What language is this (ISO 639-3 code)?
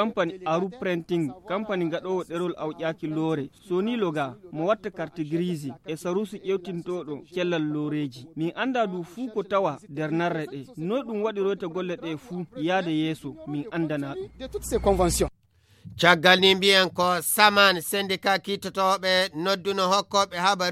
ful